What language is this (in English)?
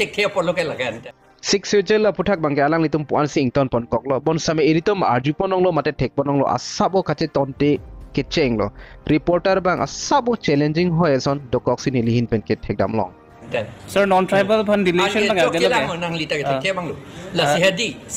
Karbi